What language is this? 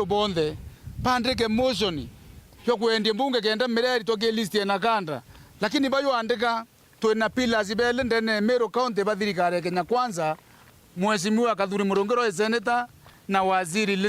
Meru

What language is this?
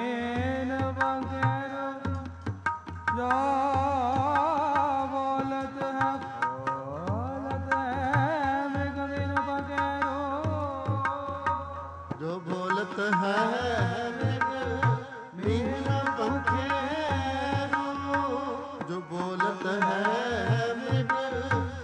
Punjabi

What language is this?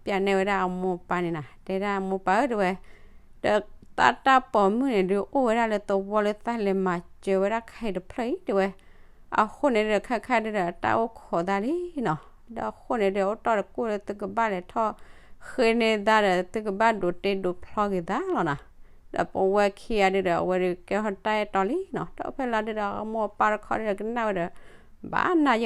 S'gaw Karen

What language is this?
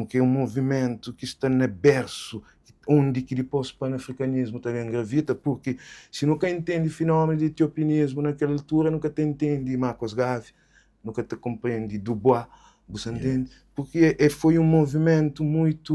Kabuverdianu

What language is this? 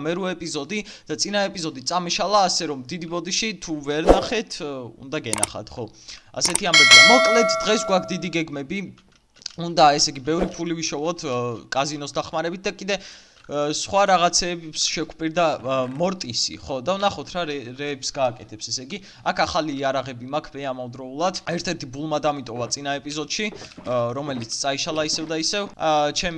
Georgian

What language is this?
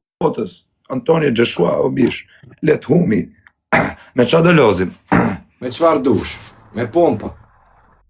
Albanian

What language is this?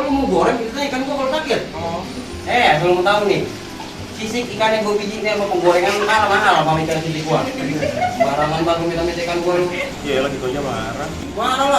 Betawi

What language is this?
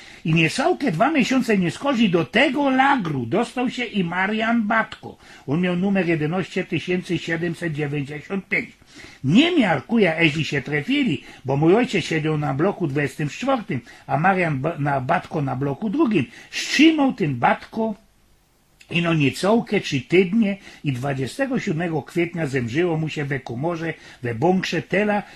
Silesian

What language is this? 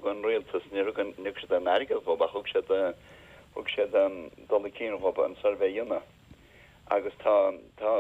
Irish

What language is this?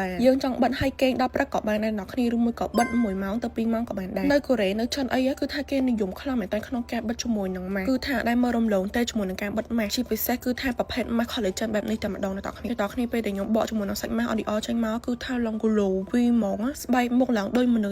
Khmer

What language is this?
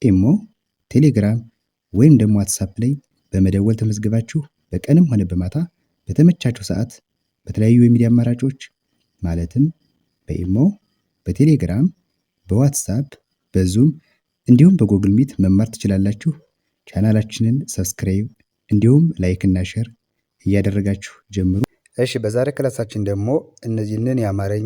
Amharic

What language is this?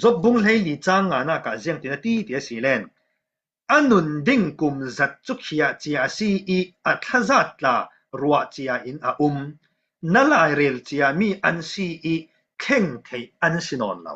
Falam Chin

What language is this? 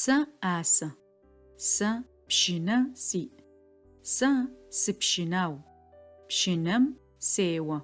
Adyghe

